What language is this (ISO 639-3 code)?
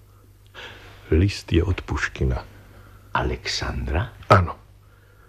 slk